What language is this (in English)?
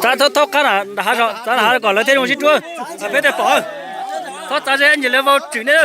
Hmong